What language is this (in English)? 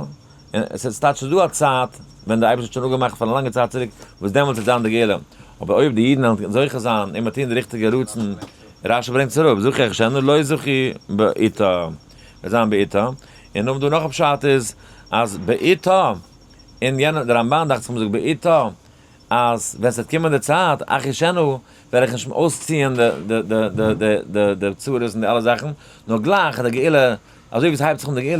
Yiddish